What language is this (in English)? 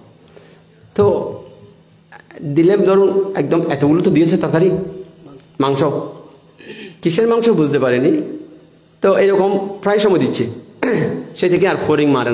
Bangla